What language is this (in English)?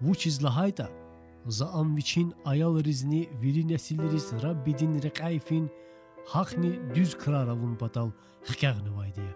Lezghian